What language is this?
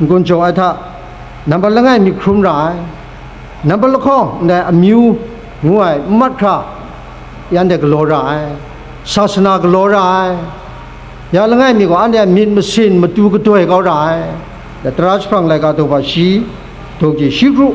Kachin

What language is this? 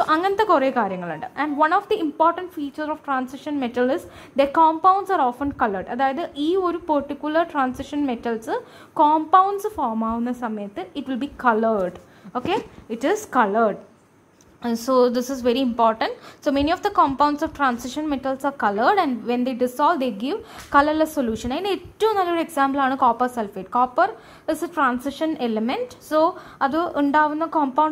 Malayalam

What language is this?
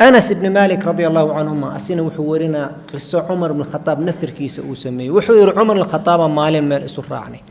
Somali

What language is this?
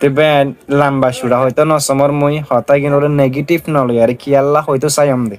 Rohingya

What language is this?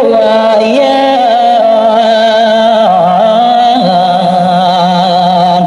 Balinese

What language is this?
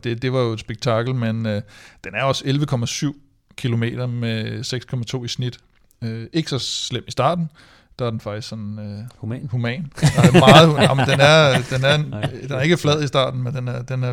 Danish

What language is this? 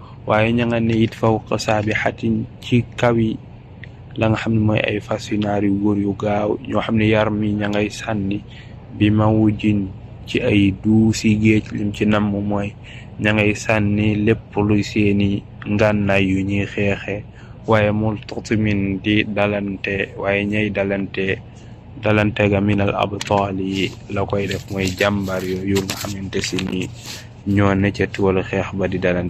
Wolof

